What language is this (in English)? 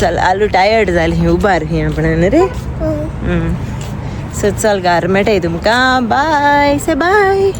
Konkani